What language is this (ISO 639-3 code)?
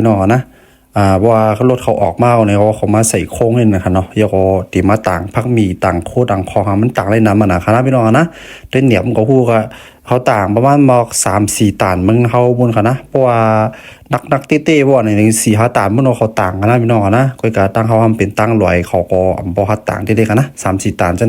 shn